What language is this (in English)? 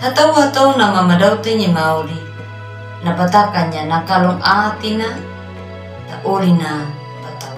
Anakalangu